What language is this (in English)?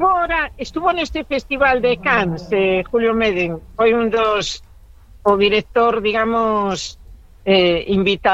Galician